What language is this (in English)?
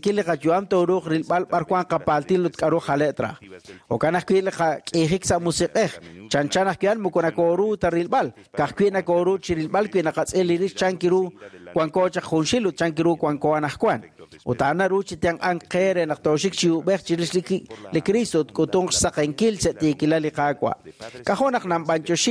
Kekchí